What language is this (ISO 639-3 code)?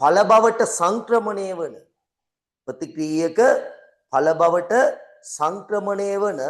sin